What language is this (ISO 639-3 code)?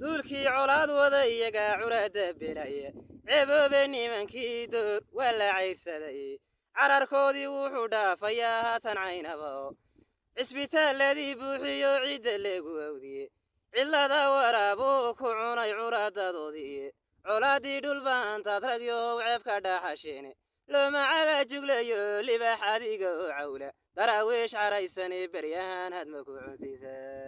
som